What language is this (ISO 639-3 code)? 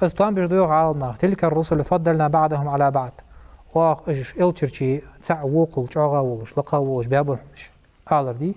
inh